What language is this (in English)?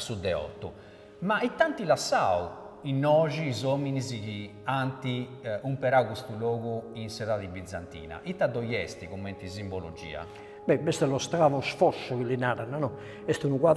Sardinian